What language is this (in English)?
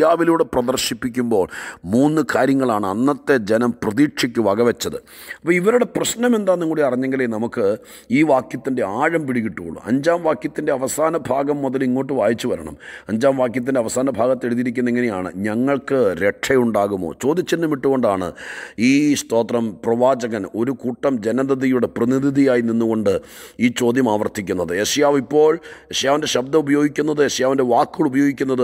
Malayalam